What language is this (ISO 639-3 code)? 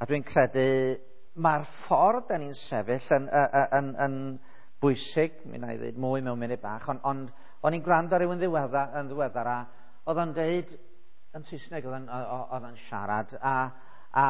cym